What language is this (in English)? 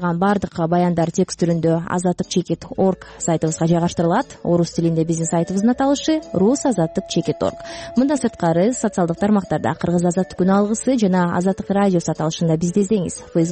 Kyrgyz